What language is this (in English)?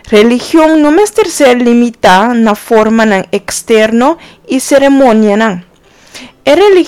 Papiamento